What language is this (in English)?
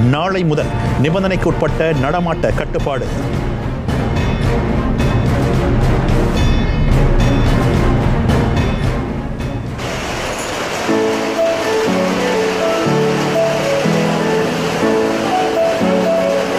Tamil